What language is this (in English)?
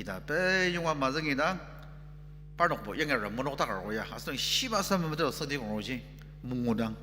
Ao Naga